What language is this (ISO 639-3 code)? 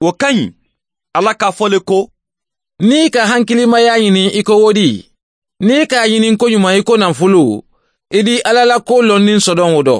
man